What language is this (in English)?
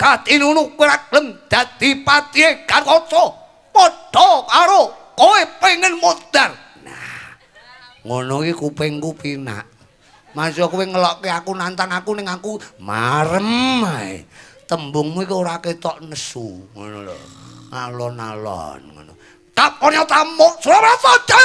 Javanese